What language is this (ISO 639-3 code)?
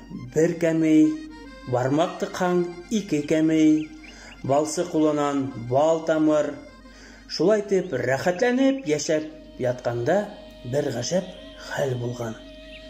bak